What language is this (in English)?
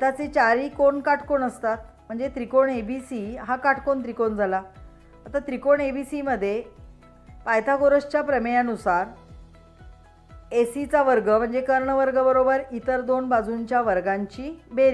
Marathi